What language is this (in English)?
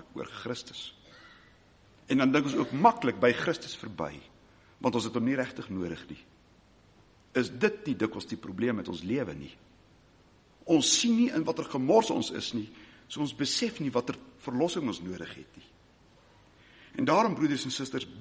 Afrikaans